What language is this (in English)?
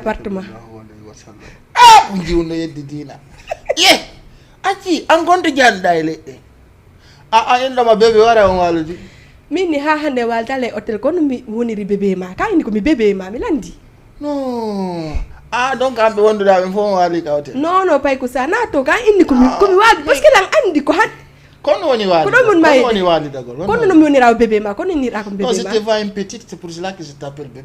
Fula